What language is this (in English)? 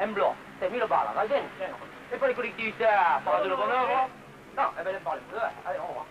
Occitan